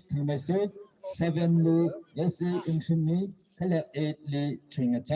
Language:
Tangkhul Naga (India)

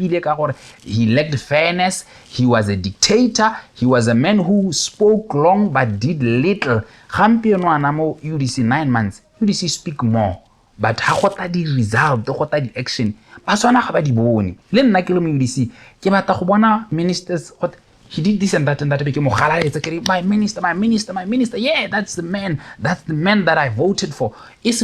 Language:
Tswana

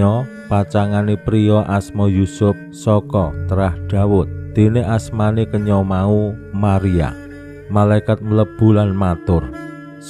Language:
Javanese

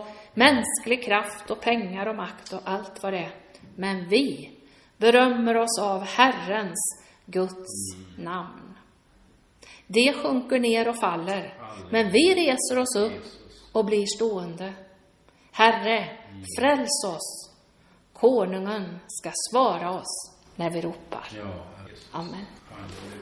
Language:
Swedish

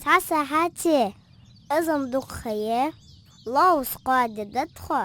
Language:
Ingush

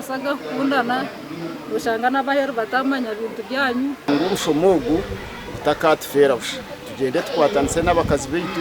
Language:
Nyankole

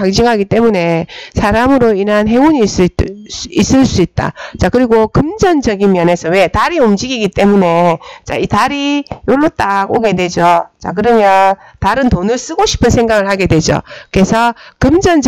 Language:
Korean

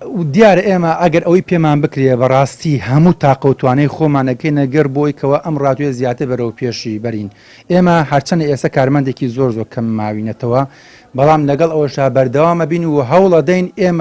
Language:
Central Kurdish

